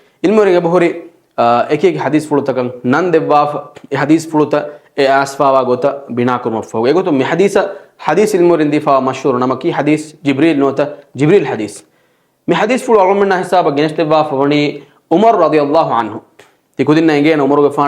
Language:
Divehi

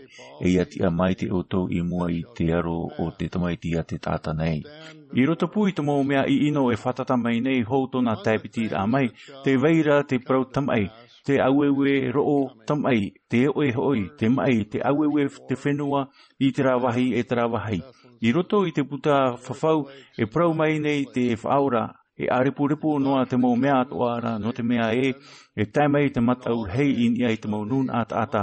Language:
Tahitian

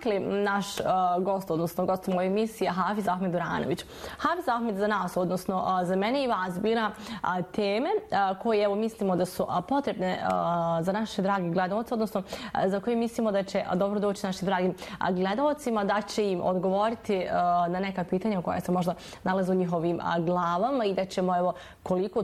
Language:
Bosnian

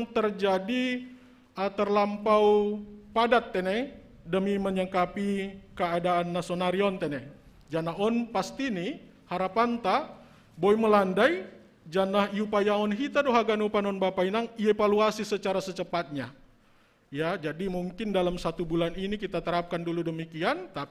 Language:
Batak Simalungun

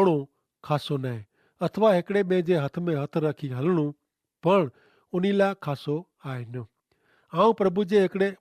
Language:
Kachhi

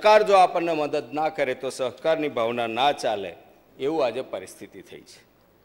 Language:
Gujarati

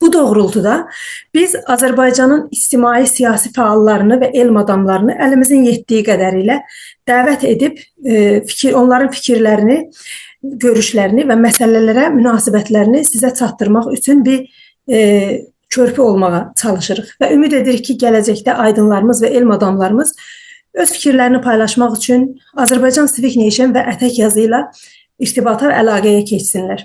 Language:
South Azerbaijani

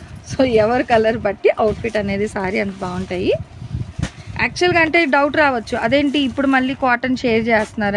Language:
Telugu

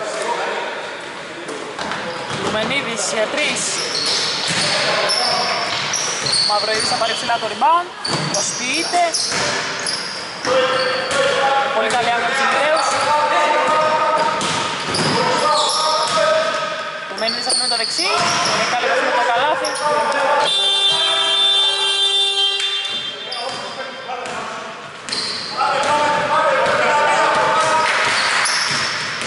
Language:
Greek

